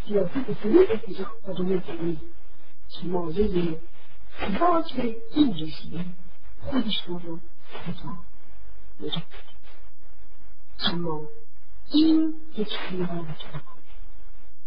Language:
Persian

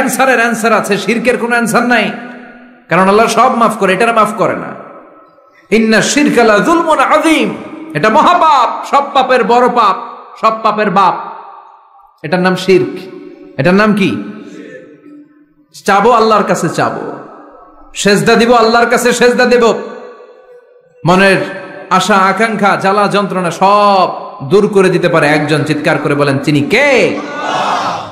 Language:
Bangla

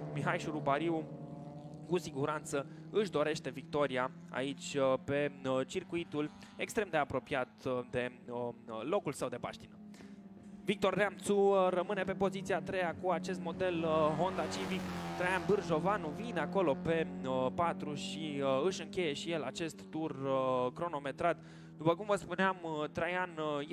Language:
Romanian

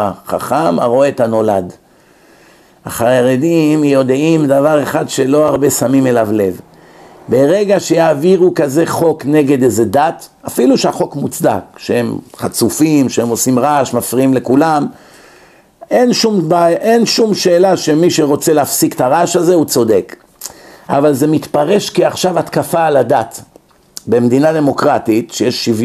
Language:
Hebrew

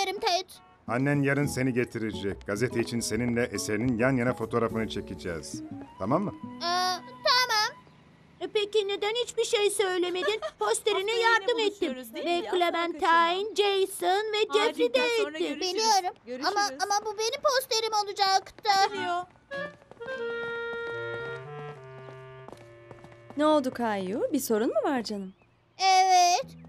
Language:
Turkish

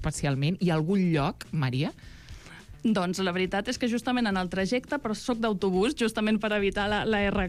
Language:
Catalan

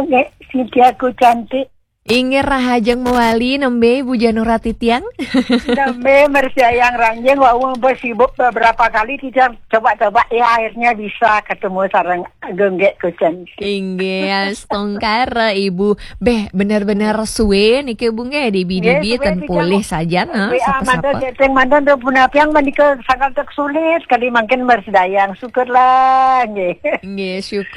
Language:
Balinese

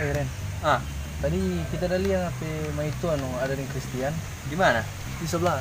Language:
Manado Malay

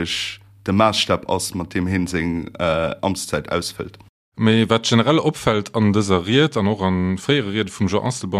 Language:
Luxembourgish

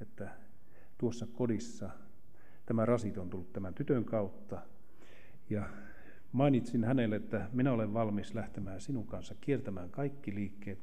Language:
Finnish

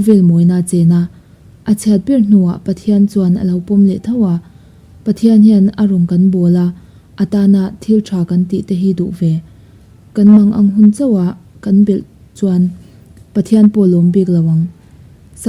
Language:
Mizo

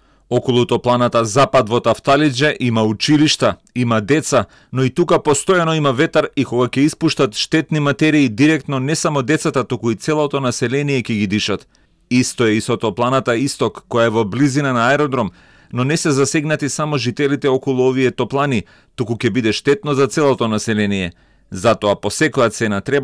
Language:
Macedonian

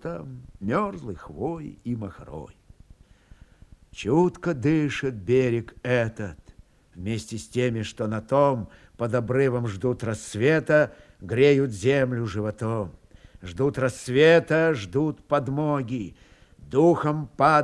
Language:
Russian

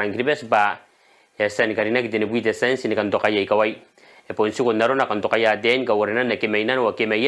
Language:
Gilbertese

